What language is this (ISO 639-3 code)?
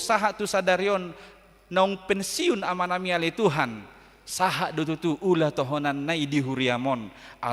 bbc